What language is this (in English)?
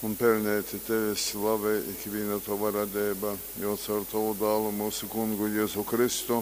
Latgalian